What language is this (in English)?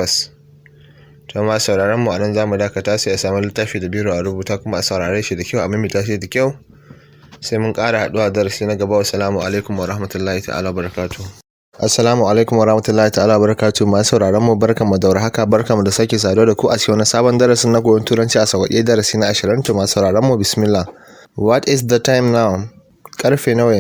Hausa